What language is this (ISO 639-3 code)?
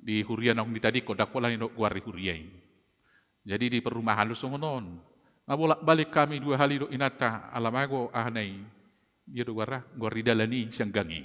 bbc